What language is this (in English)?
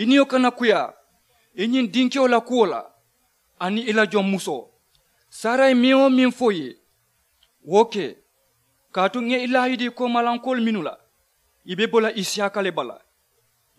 Mandingo